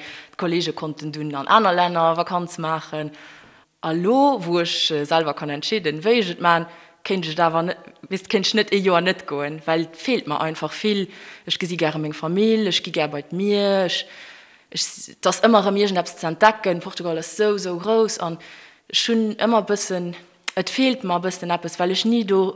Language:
Luxembourgish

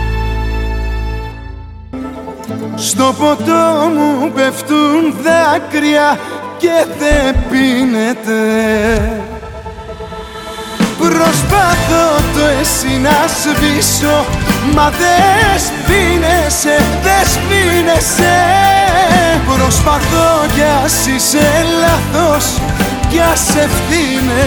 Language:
Greek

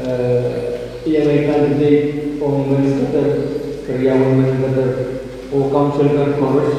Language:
Pohnpeian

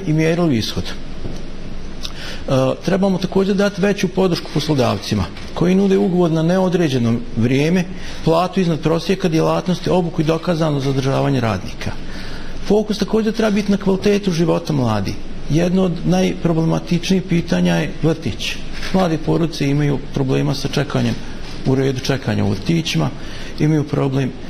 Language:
Bosnian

